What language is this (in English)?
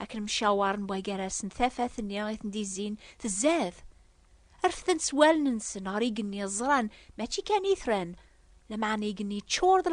Kabyle